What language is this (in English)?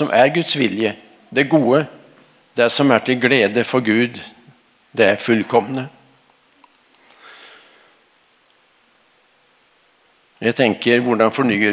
Norwegian